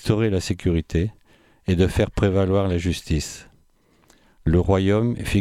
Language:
French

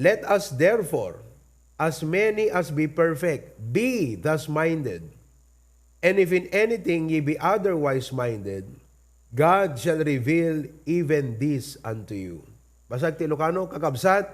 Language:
Iloko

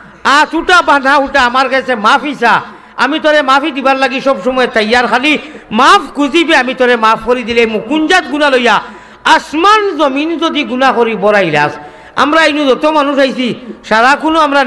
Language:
Sylheti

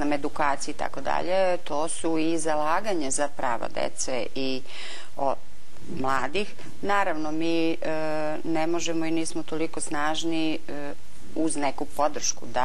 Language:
Serbian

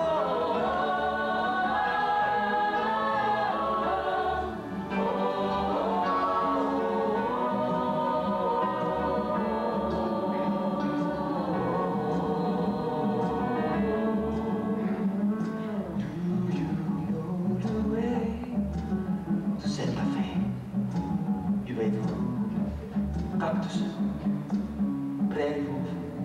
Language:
Dutch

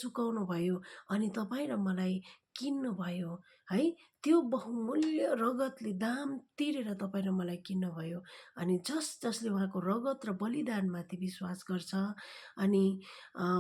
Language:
Nepali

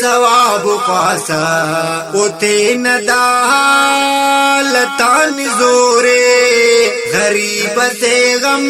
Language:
Brahui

